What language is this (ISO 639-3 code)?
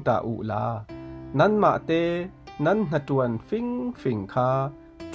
cfm